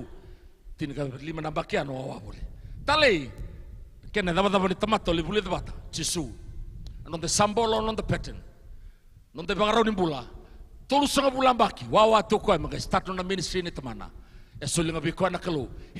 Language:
Fijian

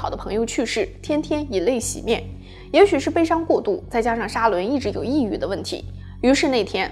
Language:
Chinese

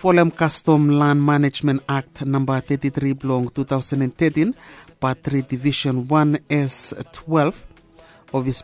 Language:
Bislama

